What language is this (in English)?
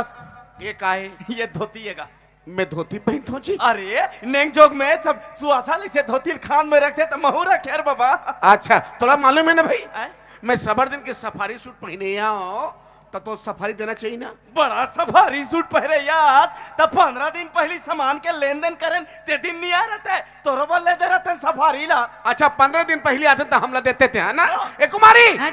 Chhattisgarhi